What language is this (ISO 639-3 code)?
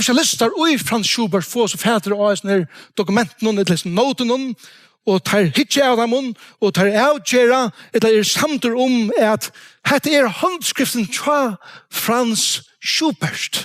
fao